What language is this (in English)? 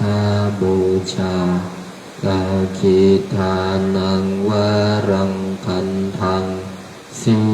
Pali